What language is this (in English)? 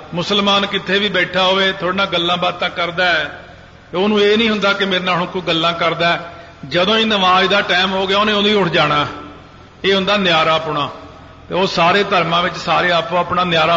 Punjabi